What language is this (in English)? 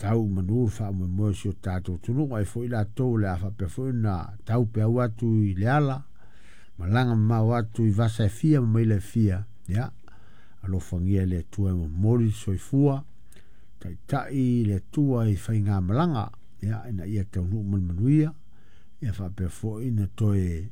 Samoan